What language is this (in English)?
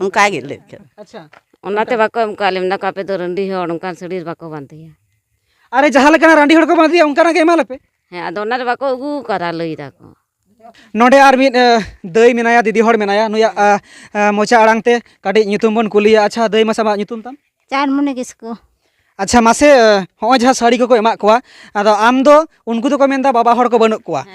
Santali